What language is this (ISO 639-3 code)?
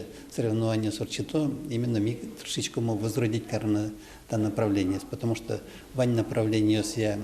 udm